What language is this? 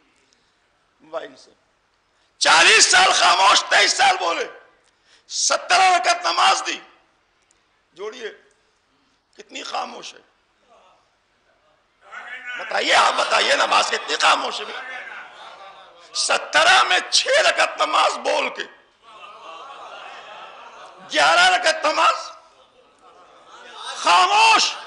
Urdu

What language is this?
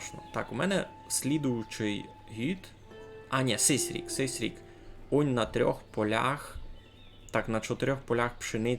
Rusyn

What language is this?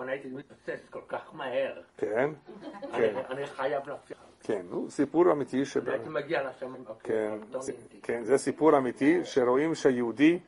Hebrew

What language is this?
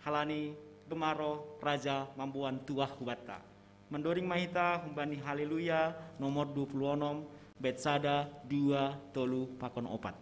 Batak Simalungun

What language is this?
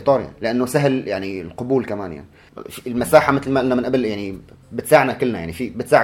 North Levantine Arabic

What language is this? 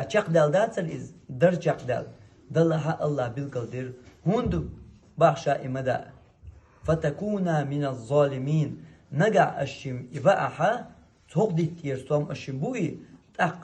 Chechen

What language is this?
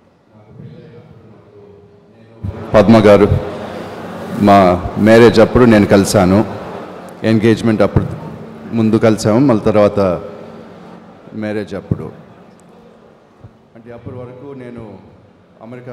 Telugu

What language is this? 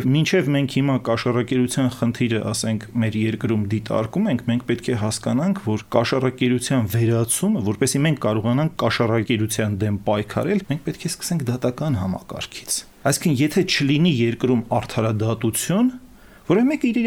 Armenian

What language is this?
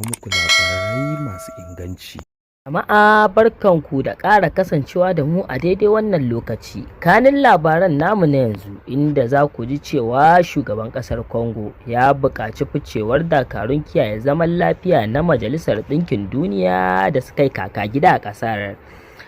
Hausa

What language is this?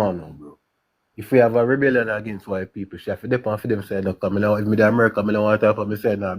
Jamaican Creole English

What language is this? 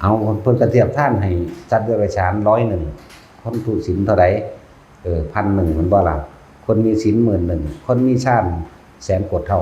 Northeastern Thai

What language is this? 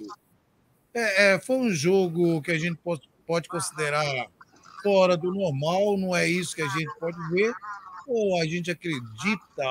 Portuguese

